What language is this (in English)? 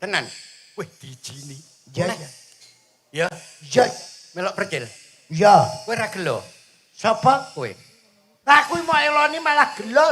Javanese